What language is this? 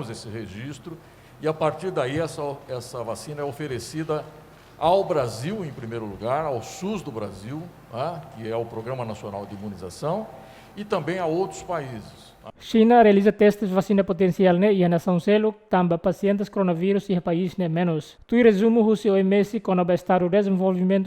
Tetum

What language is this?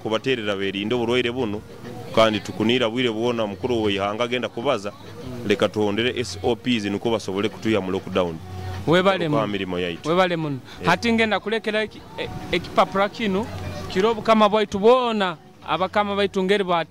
Nyoro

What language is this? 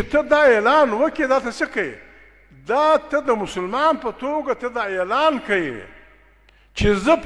Pashto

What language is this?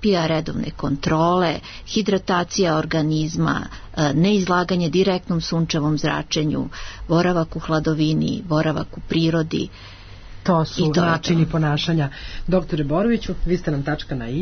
Serbian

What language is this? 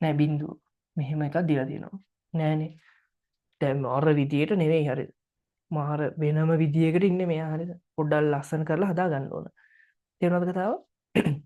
Sinhala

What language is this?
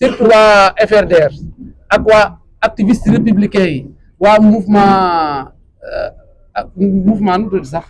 Wolof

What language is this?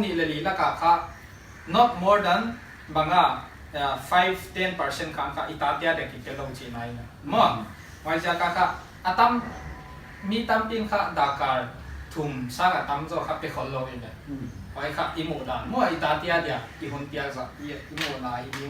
Paite Chin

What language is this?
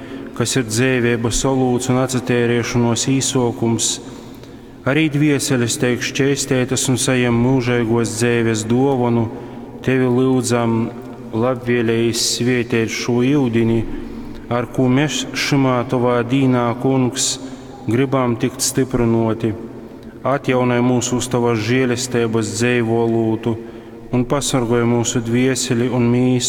Latgalian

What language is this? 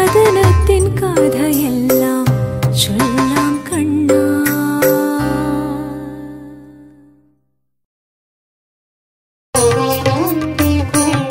Malayalam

